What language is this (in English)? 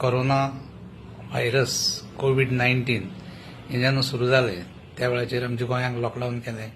Konkani